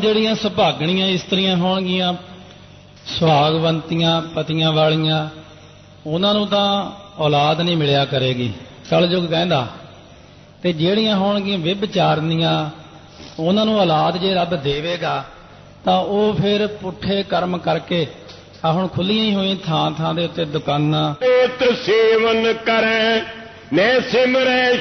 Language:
Punjabi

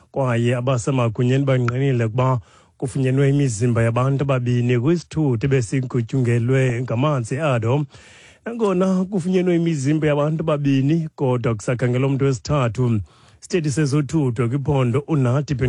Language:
Xhosa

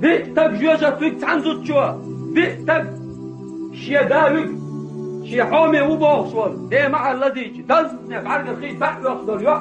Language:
Chechen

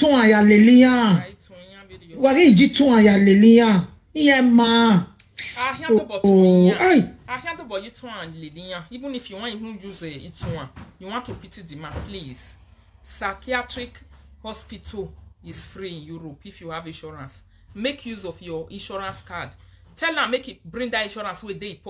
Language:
Nigerian Pidgin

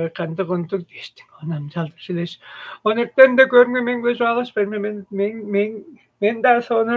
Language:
Tuvinian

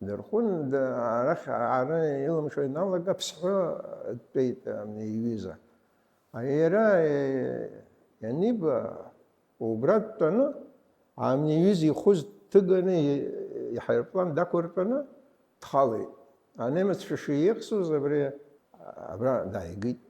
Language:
Abkhazian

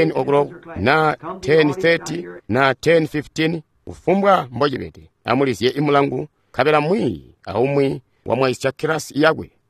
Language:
Tonga (Zambia)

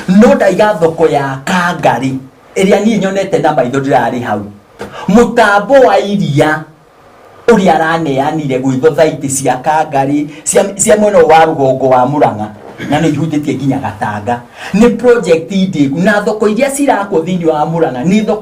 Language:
Kikuyu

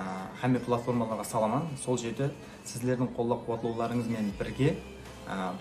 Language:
Kara-Kalpak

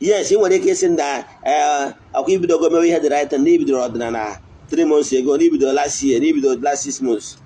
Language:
Igbo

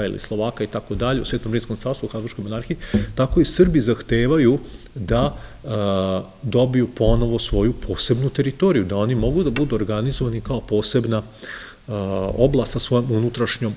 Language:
Serbian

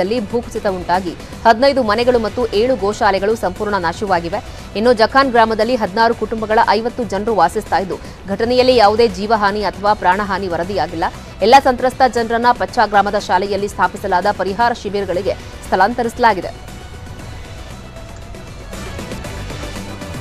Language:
Kannada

